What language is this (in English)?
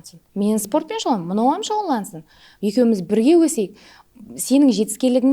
Kara-Kalpak